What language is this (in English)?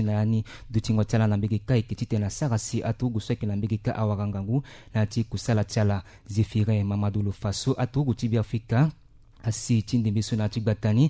Sango